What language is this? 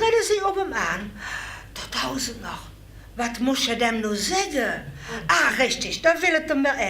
Limburgish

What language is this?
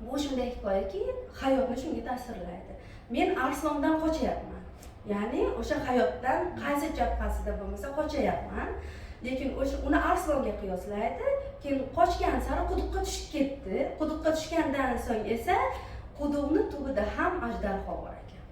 Uzbek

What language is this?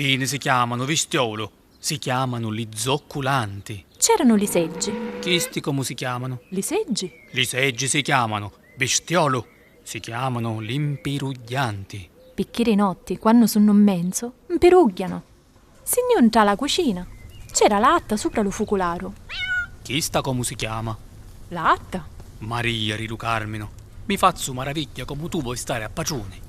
Sicilian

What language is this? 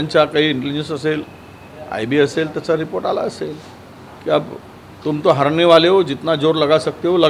Marathi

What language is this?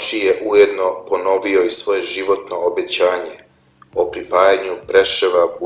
Serbian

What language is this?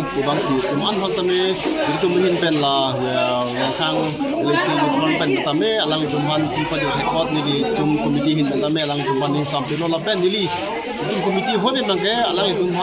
Karbi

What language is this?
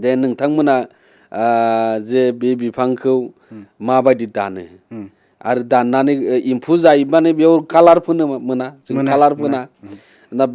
Bodo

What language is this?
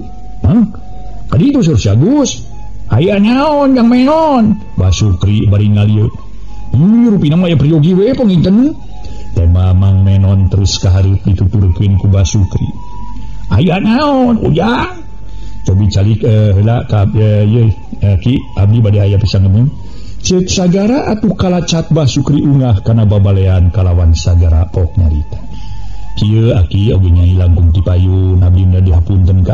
Sundanese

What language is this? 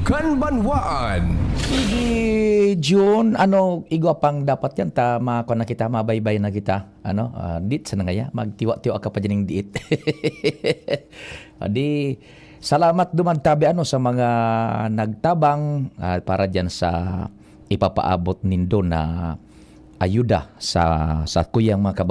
Bikol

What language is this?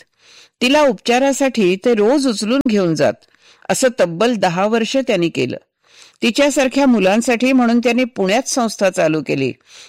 Marathi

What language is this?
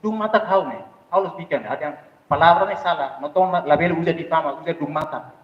Tetum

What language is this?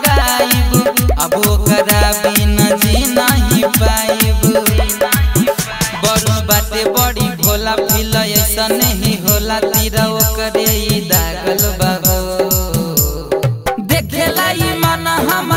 Bhojpuri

